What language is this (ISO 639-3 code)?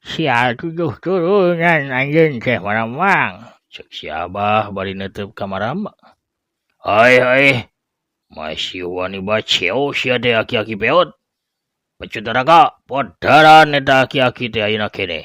sun